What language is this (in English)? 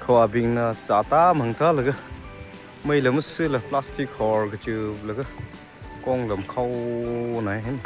Tangkhul Naga (India)